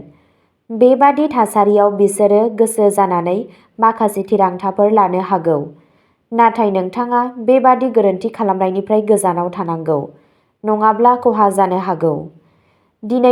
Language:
Bodo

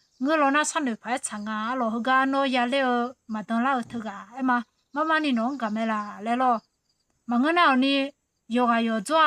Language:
Akha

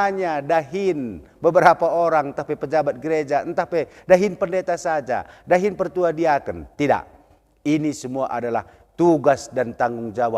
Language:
Batak Karo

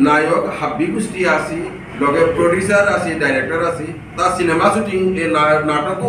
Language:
Bishnupriya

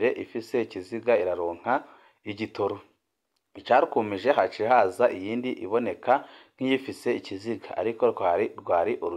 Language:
Rundi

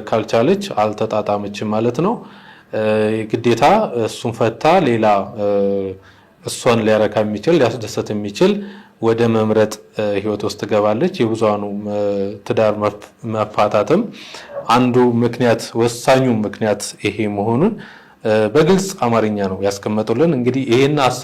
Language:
Amharic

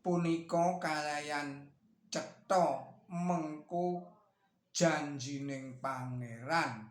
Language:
Javanese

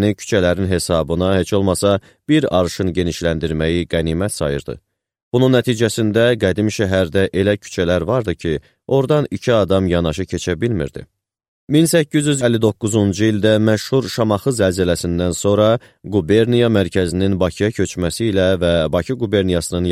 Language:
Azerbaijani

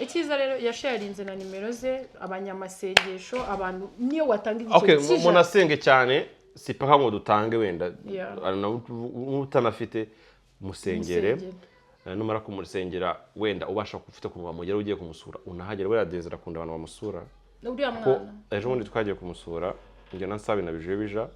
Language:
Kinyarwanda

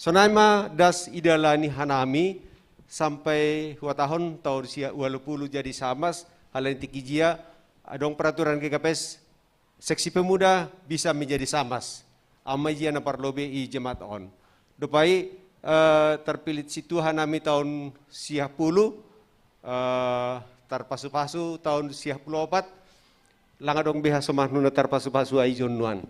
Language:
Batak Simalungun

